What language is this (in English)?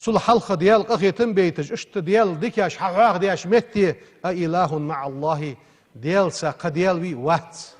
Ingush